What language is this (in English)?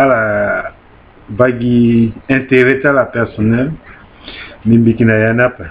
Sango